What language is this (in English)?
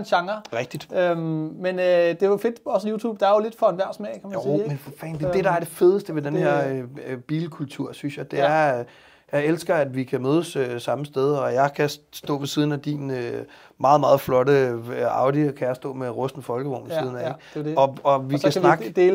Danish